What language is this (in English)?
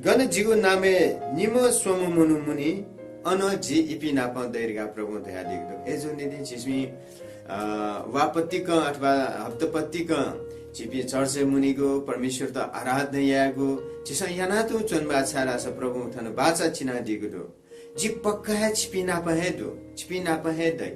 Newari